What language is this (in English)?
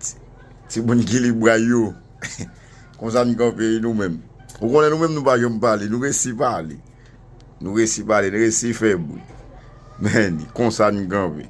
Haitian Creole